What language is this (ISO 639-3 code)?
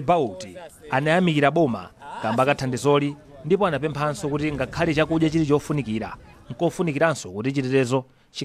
nya